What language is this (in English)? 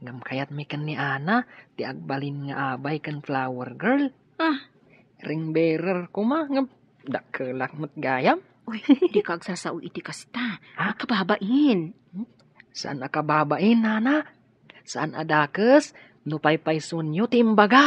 Iloko